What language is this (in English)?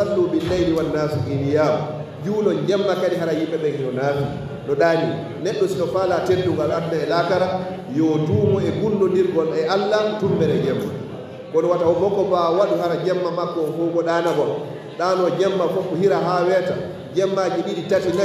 Fula